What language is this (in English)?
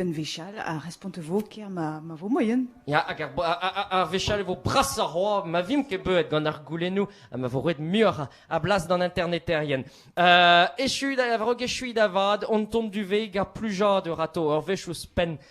Breton